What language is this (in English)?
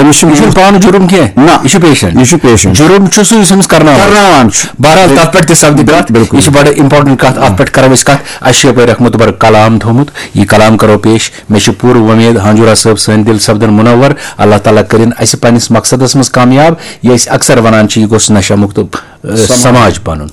Kashmiri